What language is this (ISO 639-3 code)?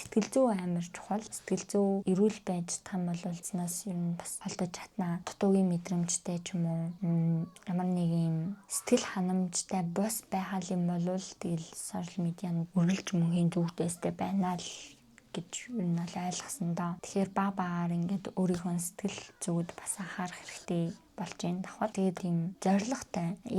mon